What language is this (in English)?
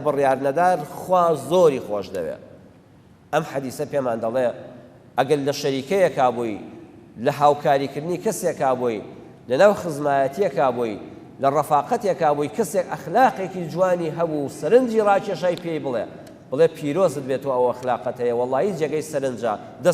Central Kurdish